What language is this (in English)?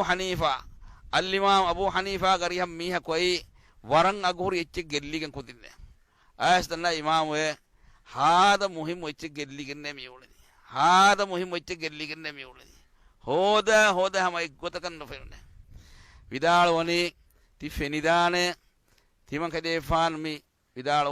Divehi